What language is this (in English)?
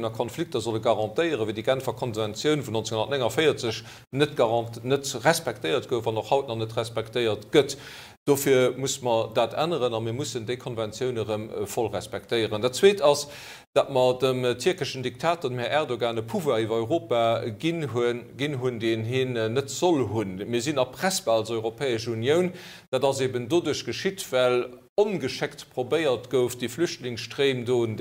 Luxembourgish